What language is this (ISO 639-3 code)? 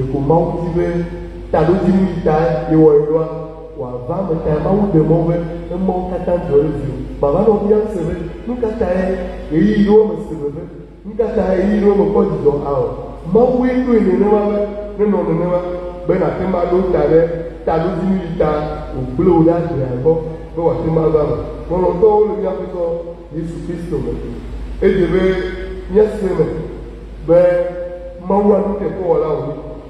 ewe